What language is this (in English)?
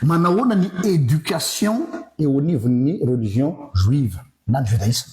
Malagasy